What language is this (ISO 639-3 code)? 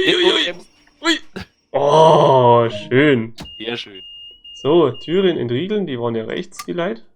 bar